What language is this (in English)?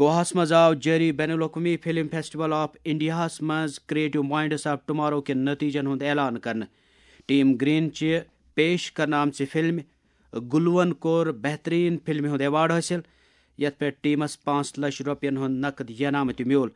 Kashmiri